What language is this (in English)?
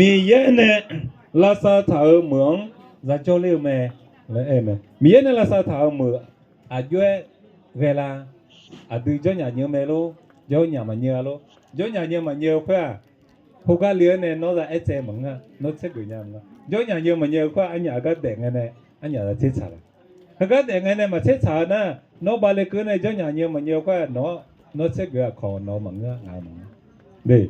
Akha